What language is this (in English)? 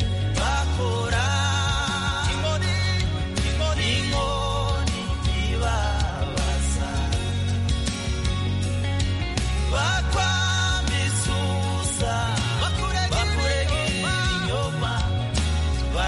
Kinyarwanda